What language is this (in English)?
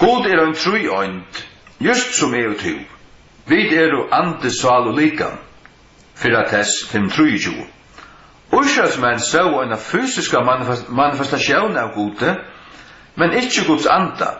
Faroese